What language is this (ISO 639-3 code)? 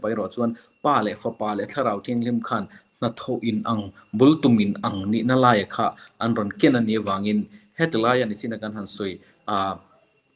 lus